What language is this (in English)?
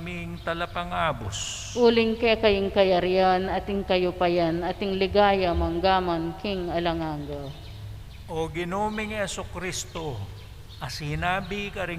Pampanga